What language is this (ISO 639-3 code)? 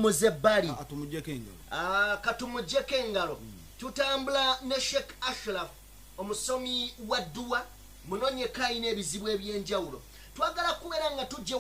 lug